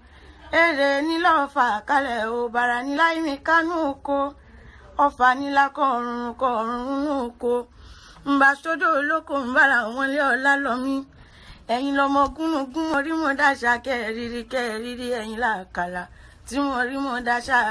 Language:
Yoruba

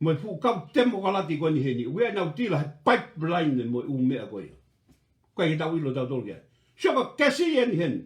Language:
Tongan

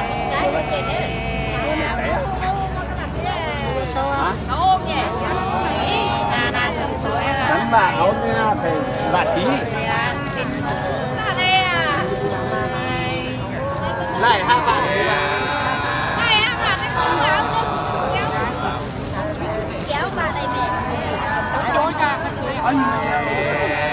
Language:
Vietnamese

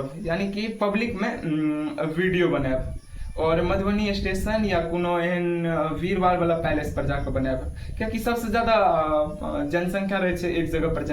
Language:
Maithili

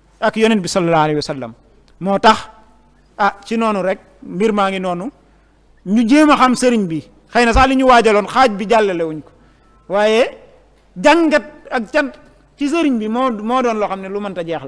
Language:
Wolof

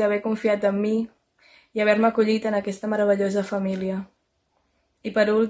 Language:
Catalan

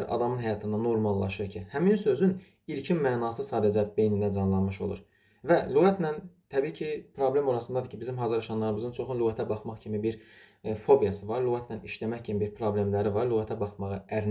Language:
Azerbaijani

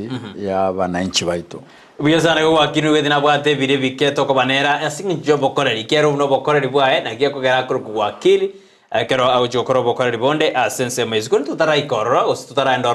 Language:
Gusii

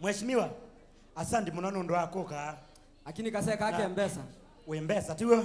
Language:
Kamba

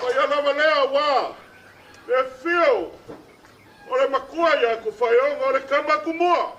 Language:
Samoan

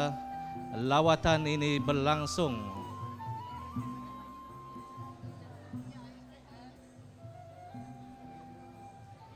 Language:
Malay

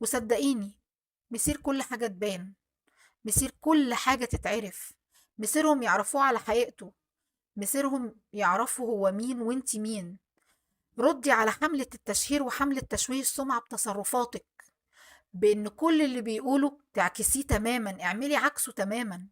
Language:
Egyptian Arabic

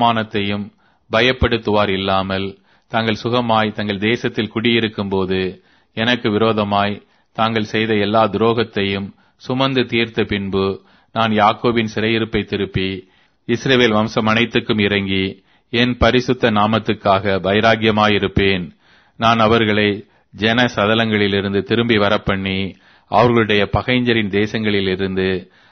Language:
Tamil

